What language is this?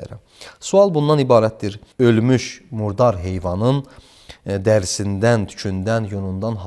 Azerbaijani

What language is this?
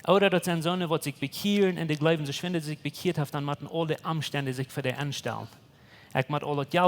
Plautdietsch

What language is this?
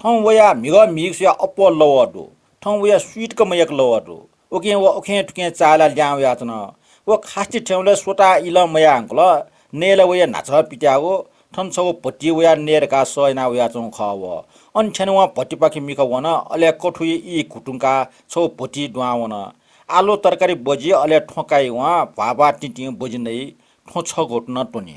Newari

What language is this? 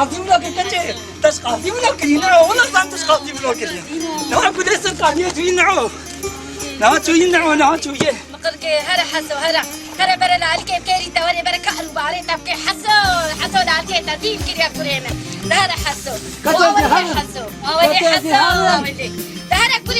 Kurdish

